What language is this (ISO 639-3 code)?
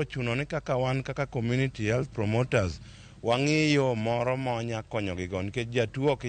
luo